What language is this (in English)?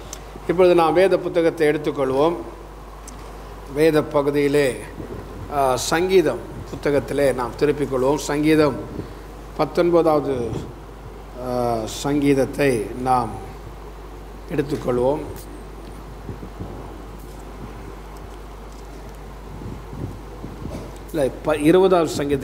Tamil